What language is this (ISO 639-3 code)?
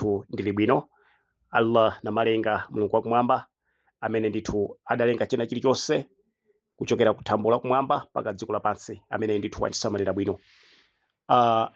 nya